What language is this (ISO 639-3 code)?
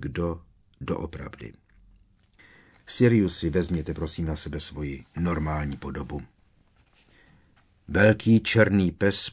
ces